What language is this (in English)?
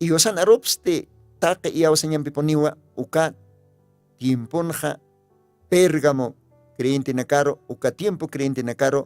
Aymara